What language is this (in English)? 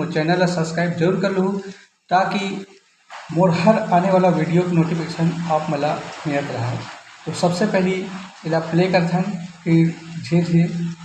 Chhattisgarhi